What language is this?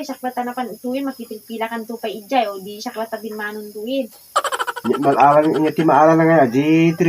Iloko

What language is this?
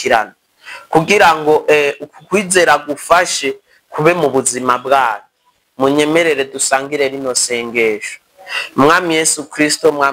Rundi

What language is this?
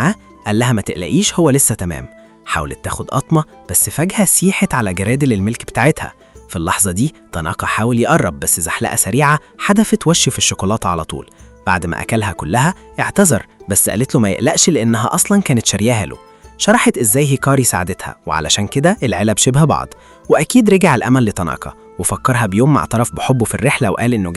Egyptian Arabic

